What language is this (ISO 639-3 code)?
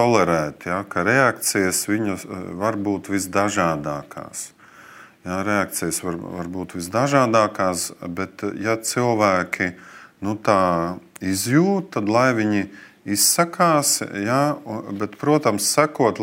lav